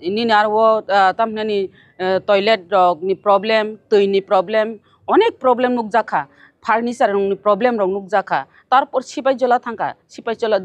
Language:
Kok Borok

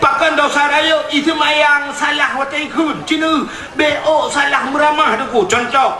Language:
Achinese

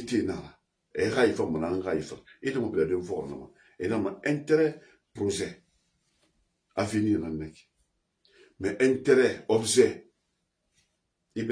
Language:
French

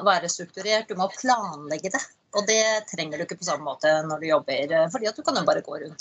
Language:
Norwegian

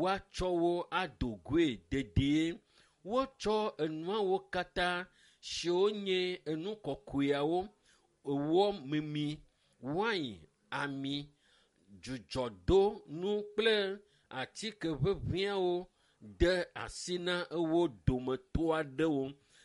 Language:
Ewe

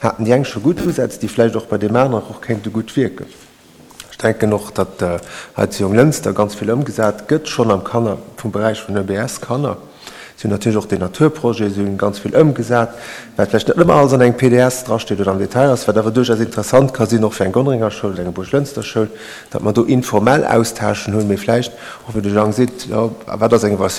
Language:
Luxembourgish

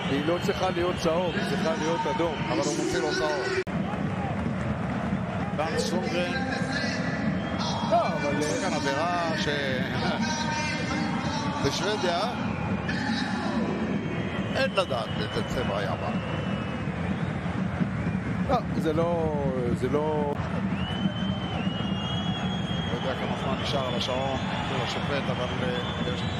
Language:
Hebrew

